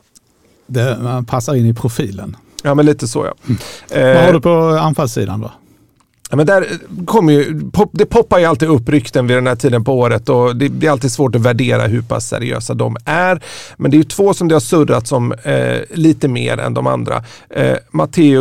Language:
Swedish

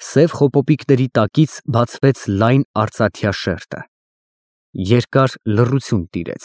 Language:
Armenian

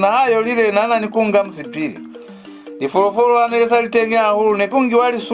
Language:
Lozi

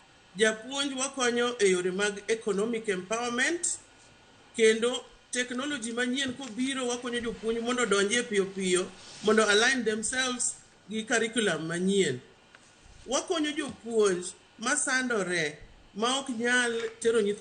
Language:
Luo (Kenya and Tanzania)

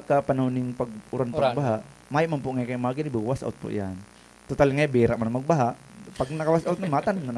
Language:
Bikol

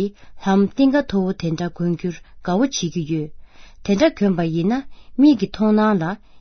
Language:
Tibetan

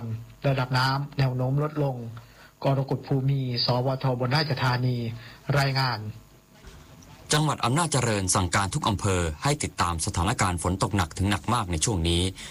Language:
Thai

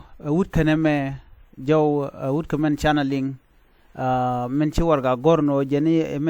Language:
Nuer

